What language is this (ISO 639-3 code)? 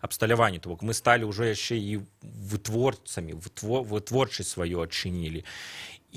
bel